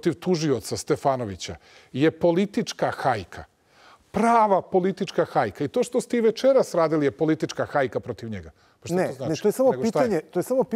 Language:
Serbian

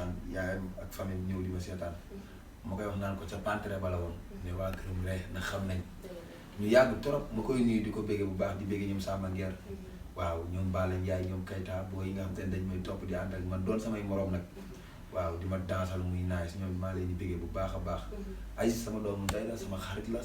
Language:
Wolof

